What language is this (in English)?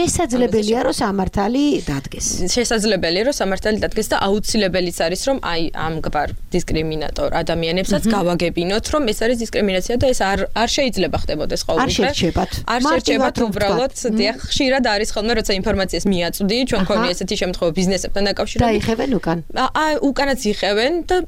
Georgian